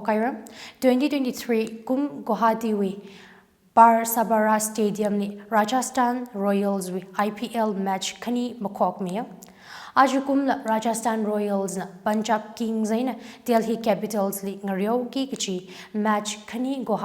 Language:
Tangkhul Naga (India)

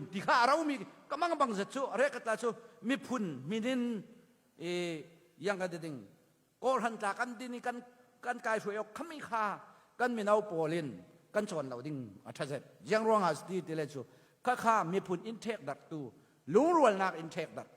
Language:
Falam Chin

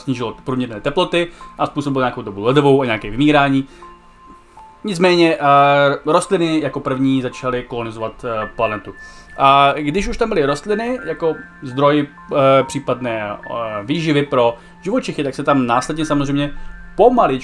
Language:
Czech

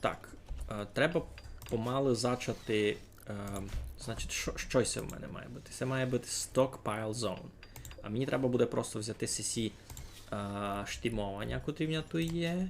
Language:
Rusyn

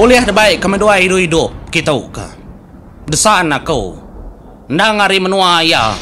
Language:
Iban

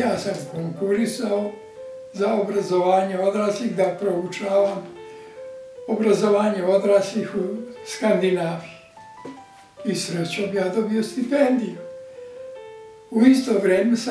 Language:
Serbian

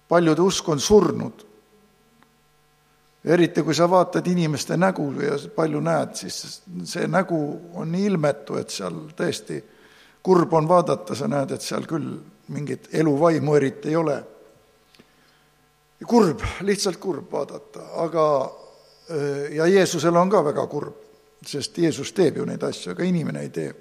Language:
Estonian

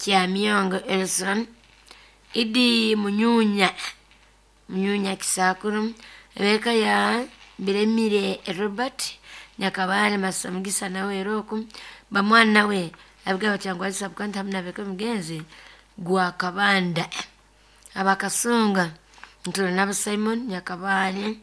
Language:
Nyoro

